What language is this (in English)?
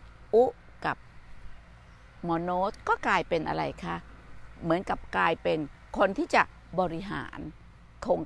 Thai